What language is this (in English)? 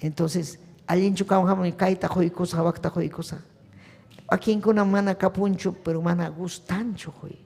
Ayacucho Quechua